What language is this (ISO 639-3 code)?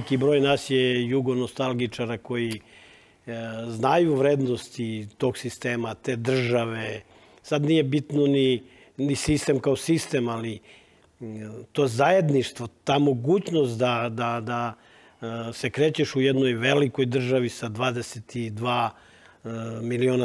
srp